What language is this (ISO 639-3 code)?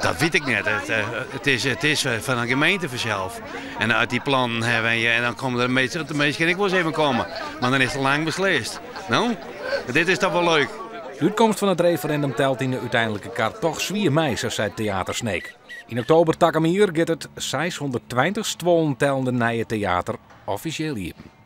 fry